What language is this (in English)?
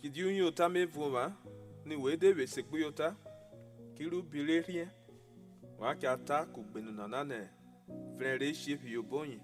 Urhobo